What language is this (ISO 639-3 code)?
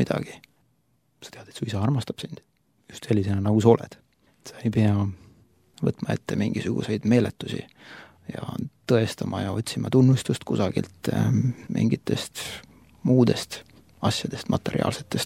est